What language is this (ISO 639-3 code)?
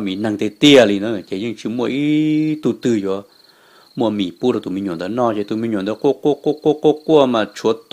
hmn